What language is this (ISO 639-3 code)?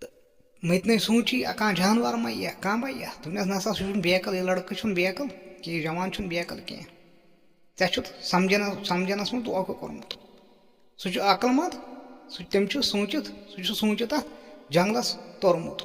kas